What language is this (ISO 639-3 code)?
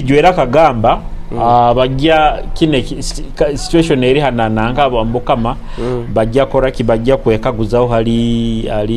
nyo